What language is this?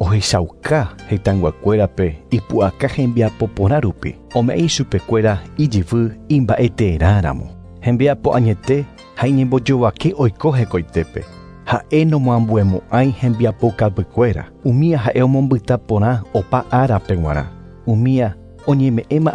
Guarani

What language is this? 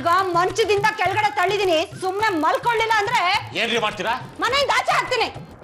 Kannada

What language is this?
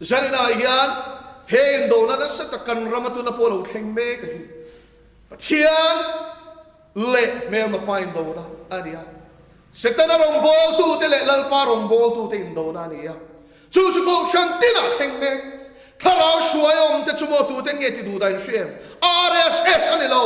Mizo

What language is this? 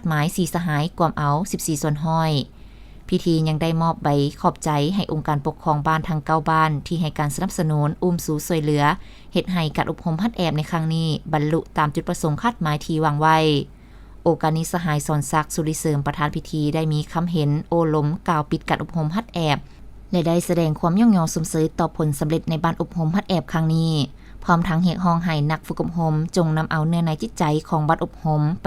Lao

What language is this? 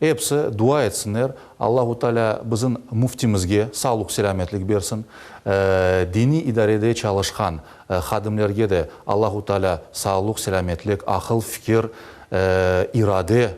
Crimean Tatar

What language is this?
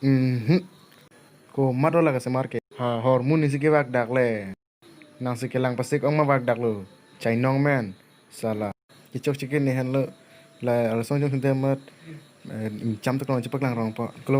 Karbi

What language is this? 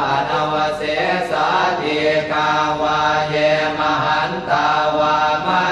Pali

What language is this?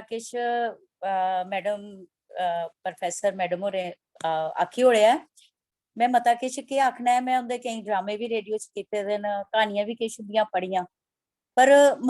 Dogri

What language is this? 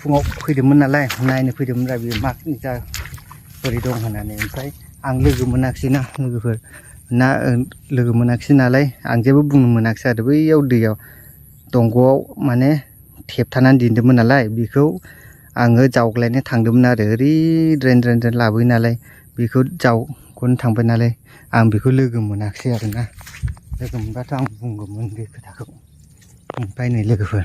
Bodo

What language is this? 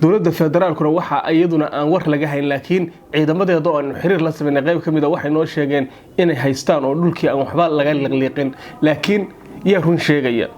Somali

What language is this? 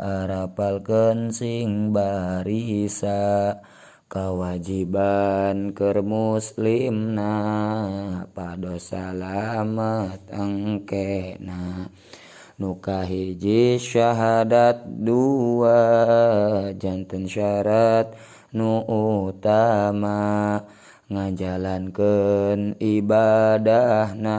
Sundanese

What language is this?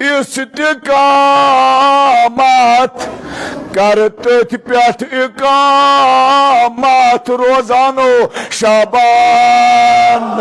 Kashmiri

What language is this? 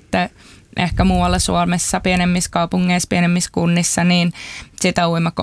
Finnish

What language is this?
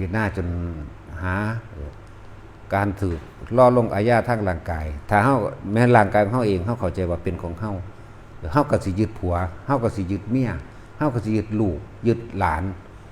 Northeastern Thai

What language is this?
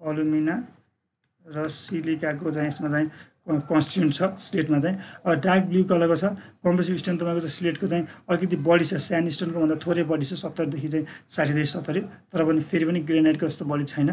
Nepali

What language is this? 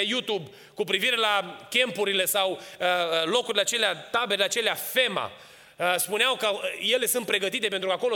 Romanian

